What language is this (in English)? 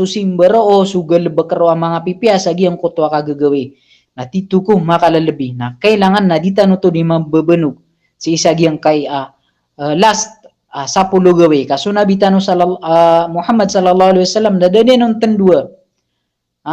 Maranao